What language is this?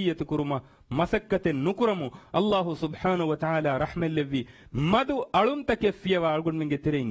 Divehi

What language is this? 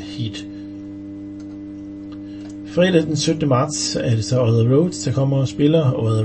Danish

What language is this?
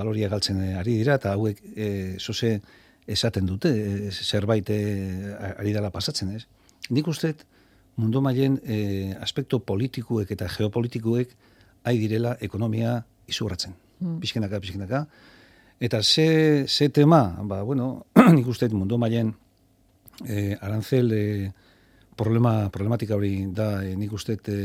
Basque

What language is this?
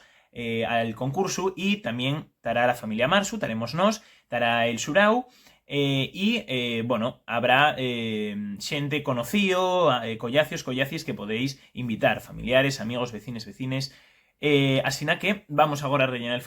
Asturian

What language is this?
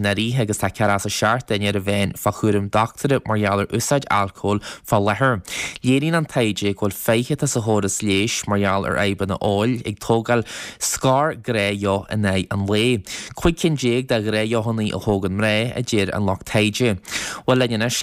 Irish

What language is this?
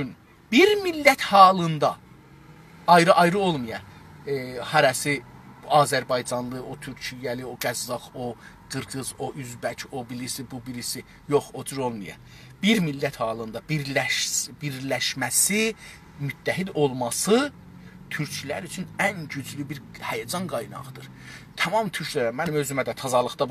South Azerbaijani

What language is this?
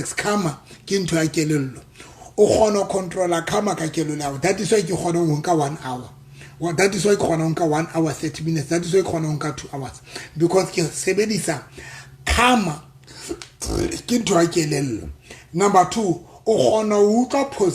Southern Sotho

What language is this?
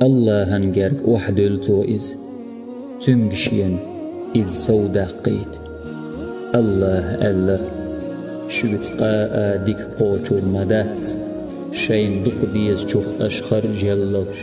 Chechen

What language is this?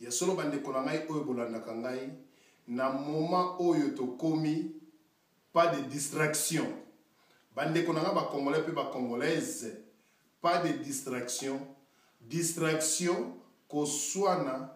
Lingala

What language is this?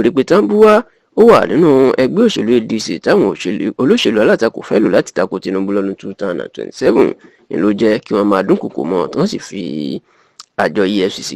Yoruba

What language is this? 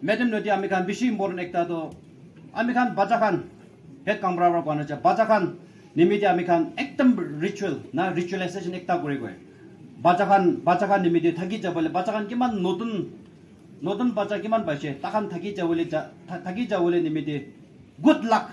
Naga Pidgin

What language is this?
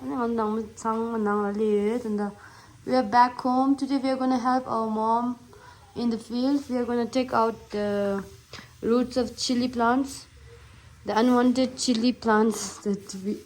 Tibetan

